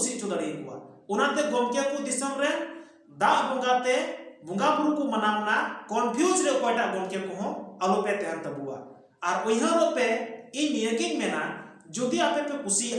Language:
Santali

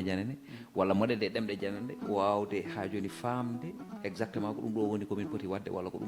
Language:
Fula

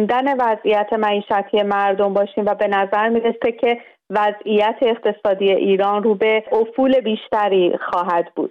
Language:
Persian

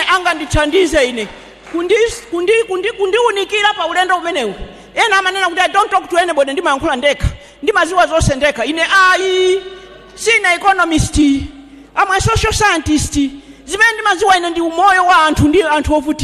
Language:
Nyanja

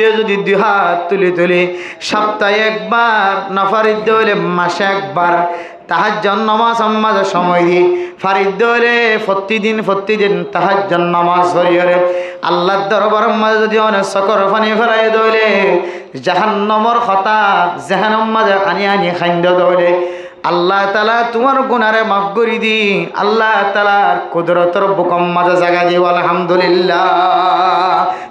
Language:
Rohingya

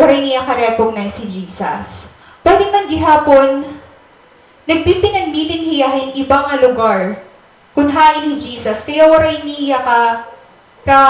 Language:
Waray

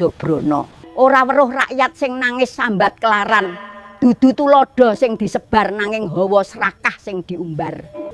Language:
Javanese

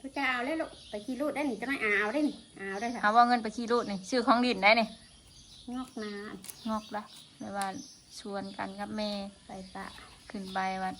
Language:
Northeastern Thai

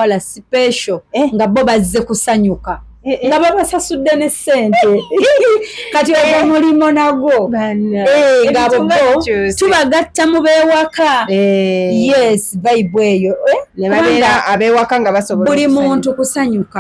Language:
Ganda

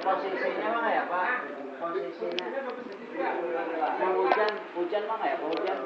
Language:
Banjar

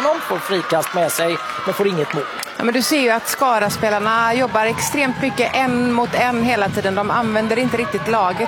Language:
Swedish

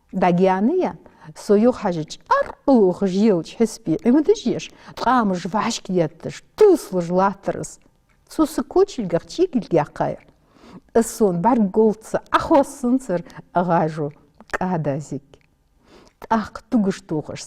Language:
Ingush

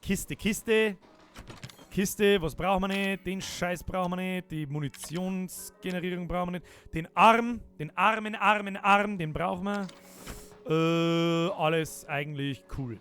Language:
Bavarian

